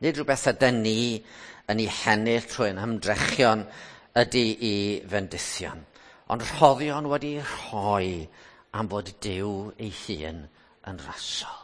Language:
Welsh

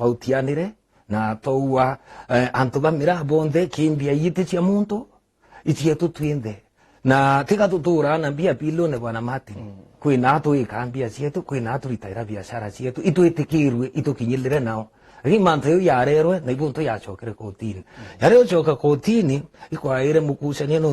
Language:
Meru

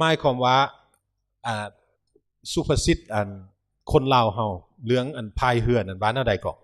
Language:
Lao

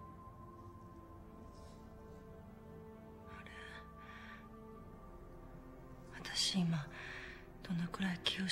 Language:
Japanese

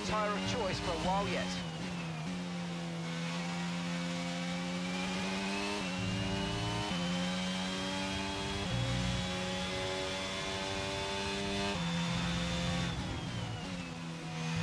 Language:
English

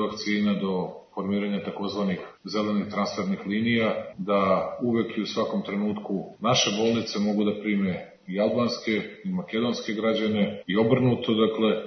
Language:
Serbian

